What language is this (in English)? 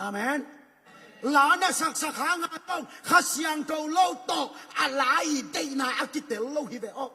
Tedim Chin